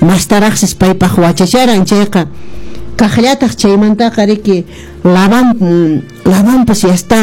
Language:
Quechua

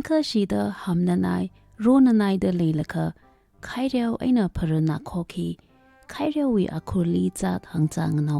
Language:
Tangkhul Naga (India)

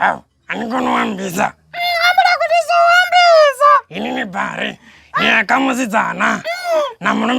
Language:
Venda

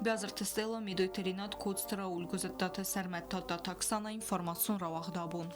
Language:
Ossetic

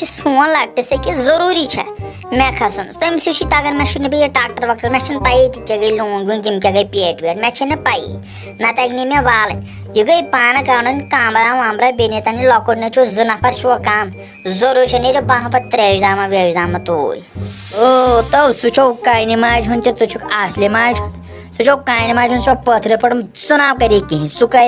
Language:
Kashmiri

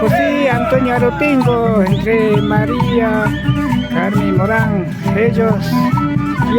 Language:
Imbabura Highland Quichua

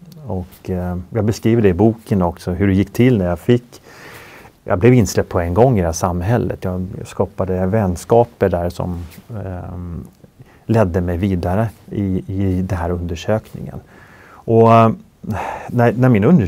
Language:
Swedish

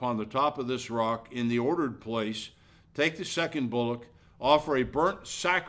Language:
English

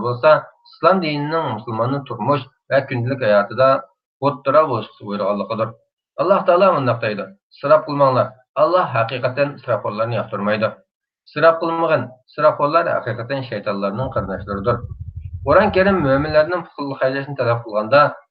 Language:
Uyghur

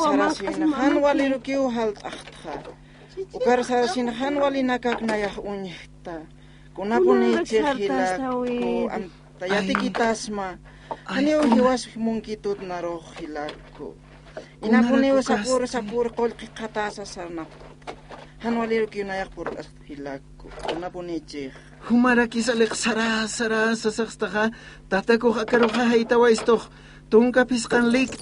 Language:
Aymara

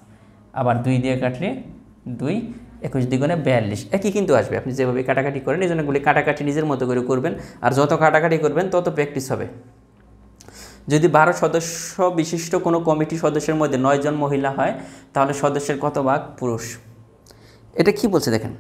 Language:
Bangla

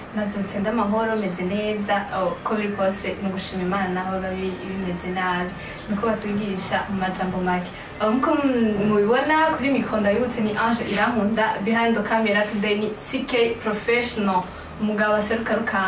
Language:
Rundi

